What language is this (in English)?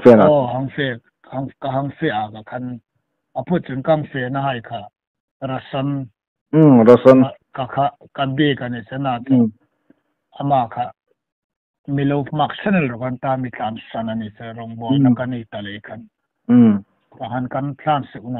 Hmar